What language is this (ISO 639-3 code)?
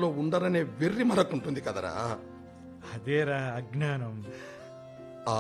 tel